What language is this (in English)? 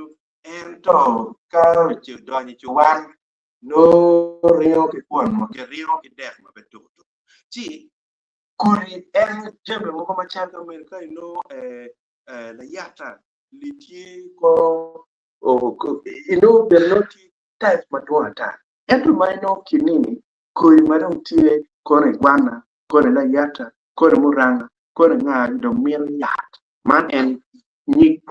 Acoli